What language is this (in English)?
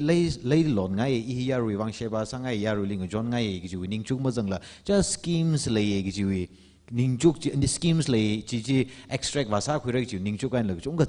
Tangkhul Naga (India)